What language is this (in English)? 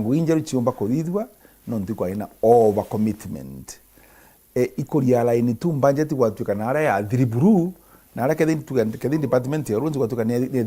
Meru